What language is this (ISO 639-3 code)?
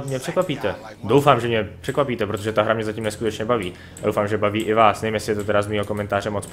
ces